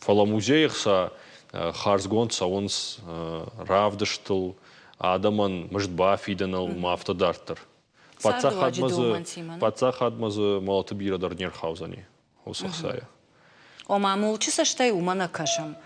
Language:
Ossetic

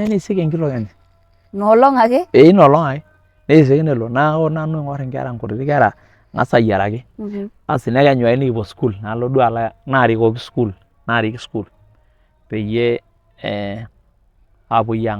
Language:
Masai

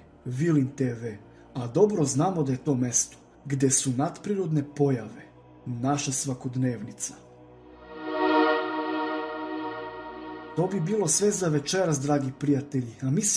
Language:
Serbian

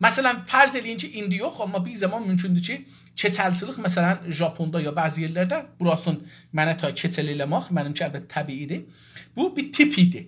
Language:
South Azerbaijani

